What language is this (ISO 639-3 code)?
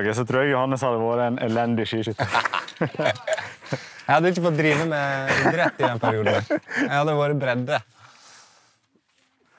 nor